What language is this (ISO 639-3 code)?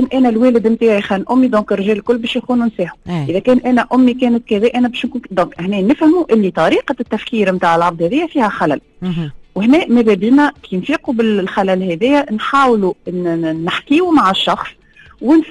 aeb